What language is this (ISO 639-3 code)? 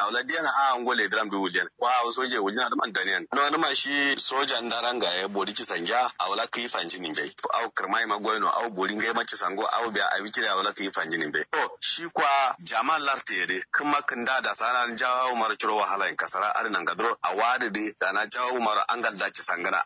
kau